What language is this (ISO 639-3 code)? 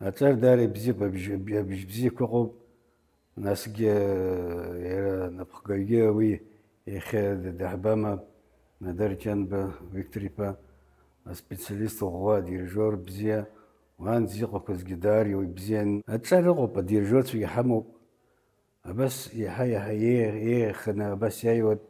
abk